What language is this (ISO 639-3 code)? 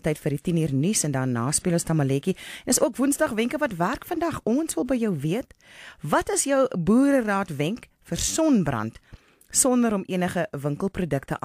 afr